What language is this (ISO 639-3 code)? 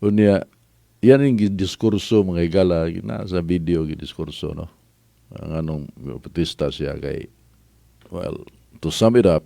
ceb